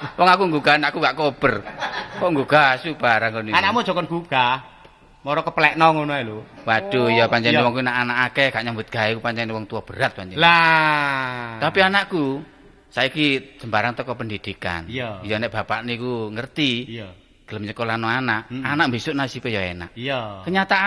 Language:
Javanese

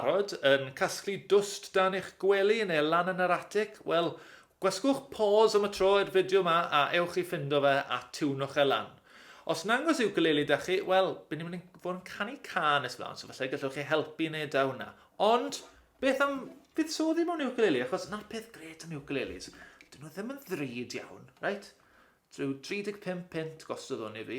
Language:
Welsh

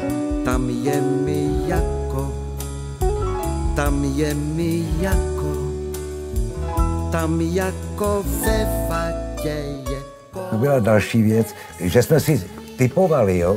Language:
Czech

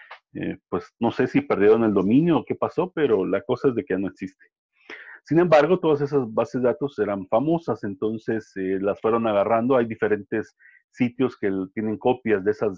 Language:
Spanish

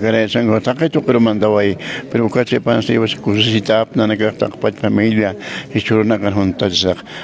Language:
Aymara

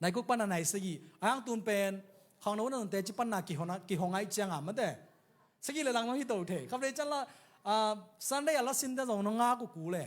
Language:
Tedim Chin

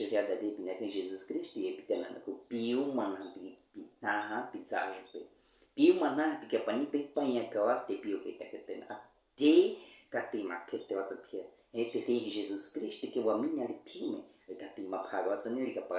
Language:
Baniwa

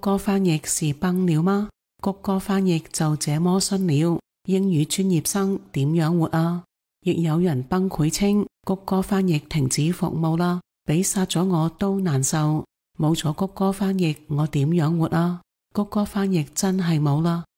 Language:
Cantonese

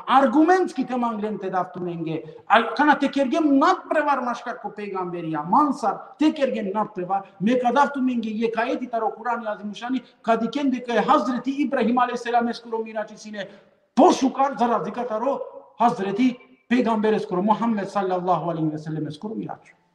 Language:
Balkan Romani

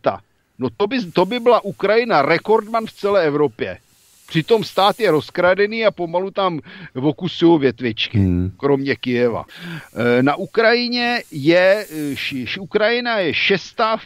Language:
Czech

